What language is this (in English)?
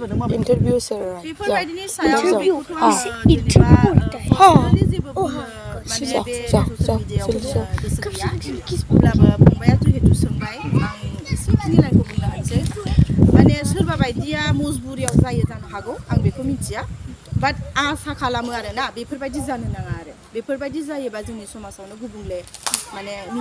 Bodo